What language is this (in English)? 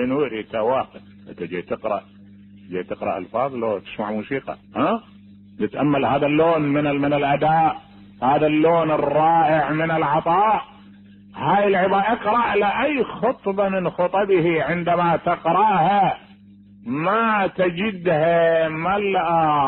Mesopotamian Arabic